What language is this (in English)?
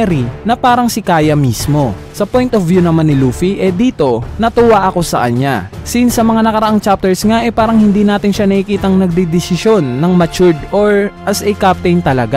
Filipino